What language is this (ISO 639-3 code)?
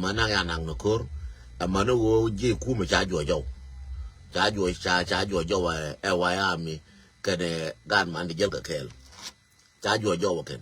nus